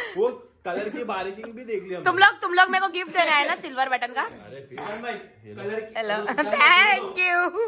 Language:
Hindi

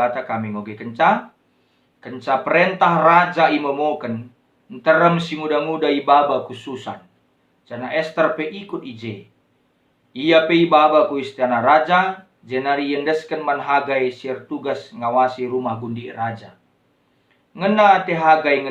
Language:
Batak Karo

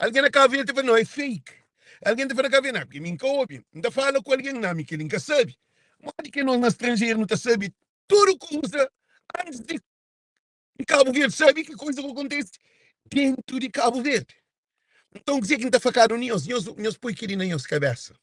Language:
Kabuverdianu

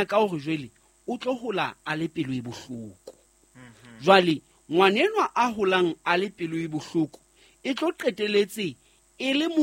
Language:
Southern Sotho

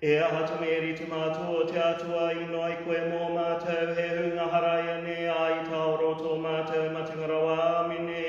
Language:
Māori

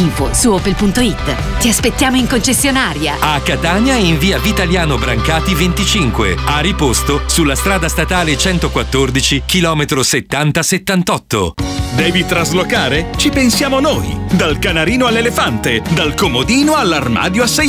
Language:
Italian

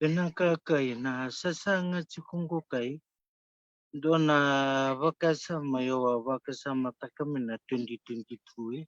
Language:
Fijian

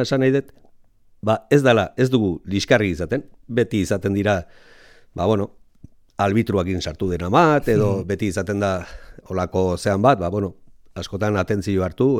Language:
Basque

